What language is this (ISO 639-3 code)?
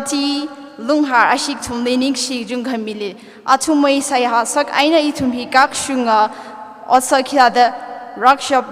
nmf